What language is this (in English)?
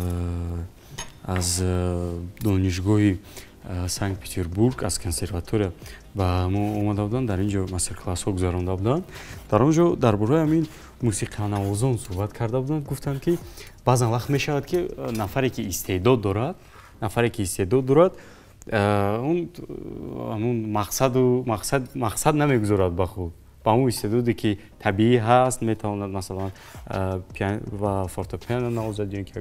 Tajik